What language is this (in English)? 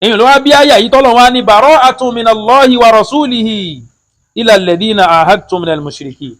Yoruba